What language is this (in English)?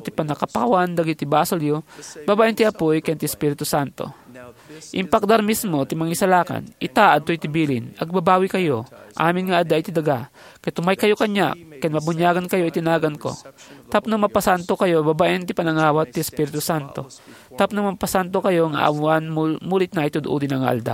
Iloko